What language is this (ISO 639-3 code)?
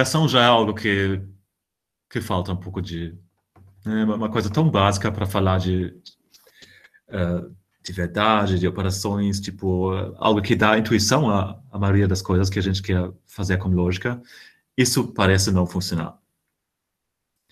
por